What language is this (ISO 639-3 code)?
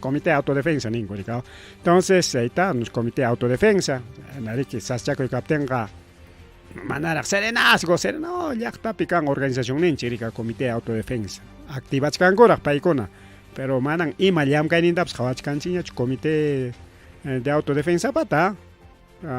quy